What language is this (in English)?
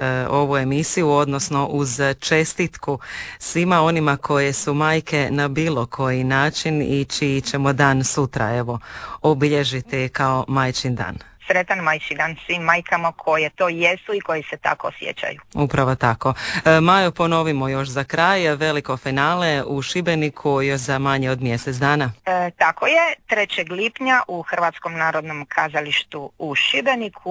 Croatian